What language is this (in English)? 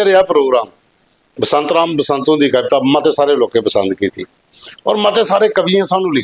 Dogri